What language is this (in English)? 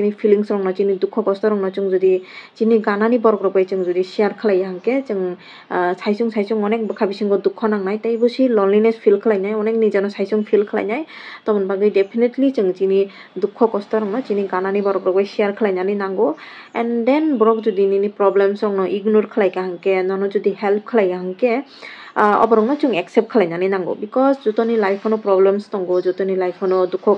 Kok Borok